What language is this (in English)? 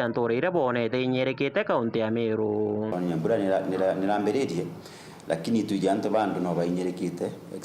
Meru